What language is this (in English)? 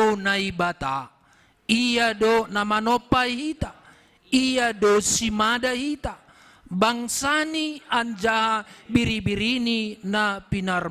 Batak Simalungun